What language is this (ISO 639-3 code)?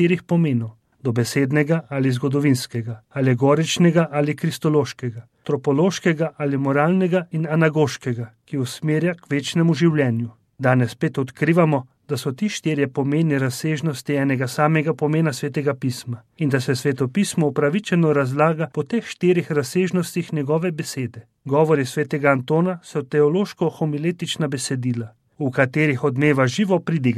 slv